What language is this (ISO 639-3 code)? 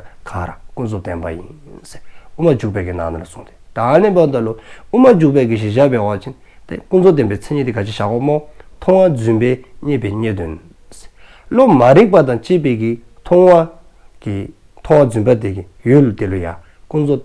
dzo